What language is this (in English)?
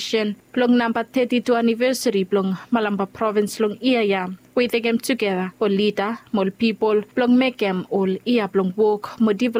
Bislama